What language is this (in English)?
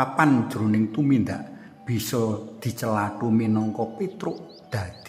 Javanese